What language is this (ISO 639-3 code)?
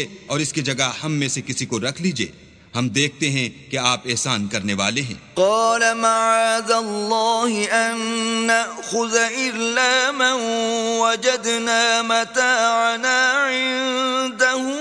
urd